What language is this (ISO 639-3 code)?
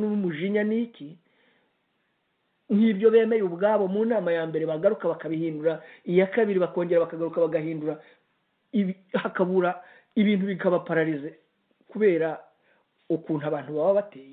kin